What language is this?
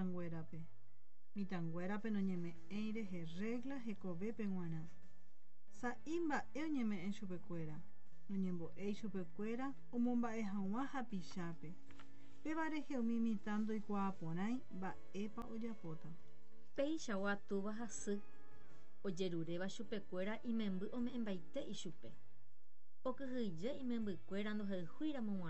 Guarani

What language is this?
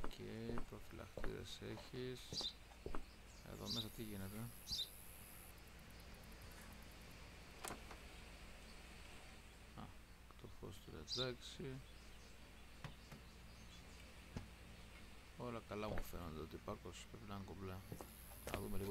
Greek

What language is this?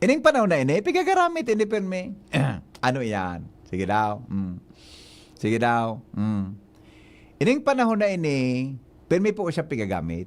Bikol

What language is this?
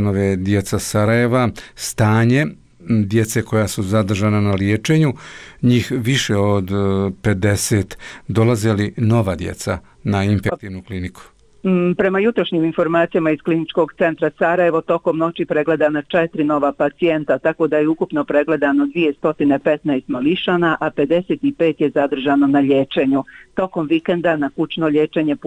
Bosnian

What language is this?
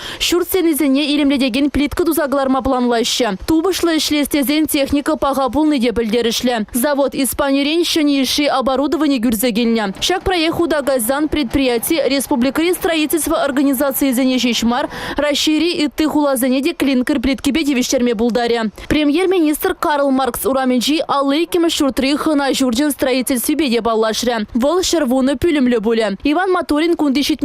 Chuvash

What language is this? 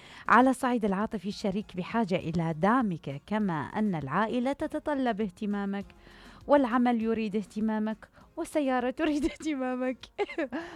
Mesopotamian Arabic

